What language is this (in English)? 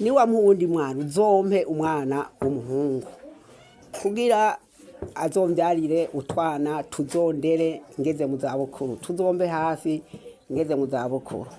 Rundi